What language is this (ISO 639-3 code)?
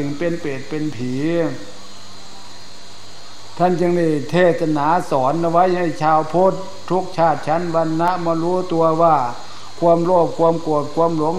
tha